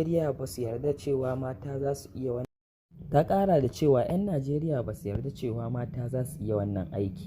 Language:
Hausa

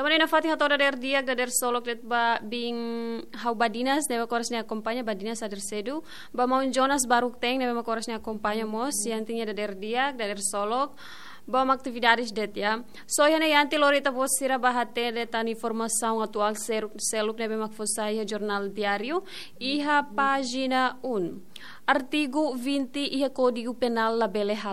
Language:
Tetum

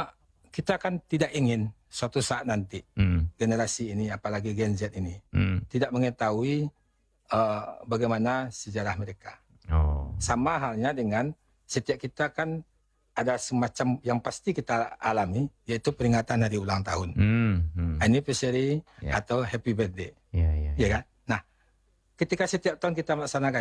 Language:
Indonesian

